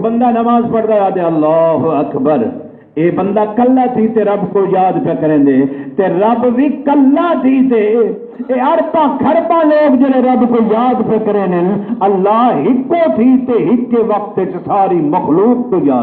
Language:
Saraiki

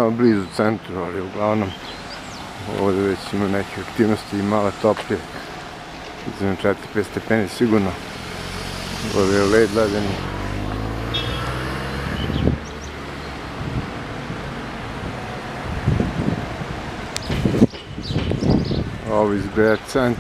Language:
Serbian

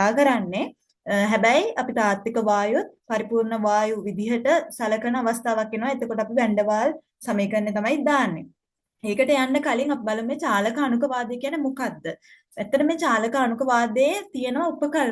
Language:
Sinhala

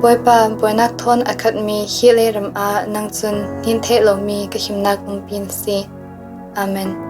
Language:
Falam Chin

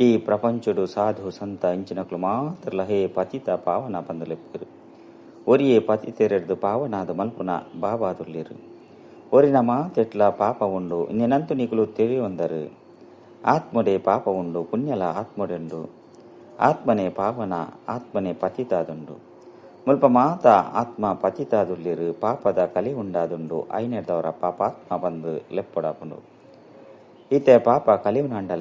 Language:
Tulu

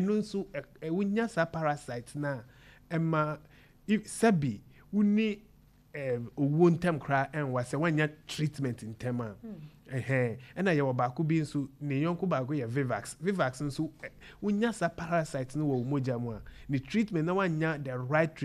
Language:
Akan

